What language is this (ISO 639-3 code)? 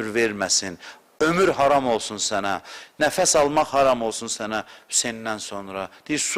aze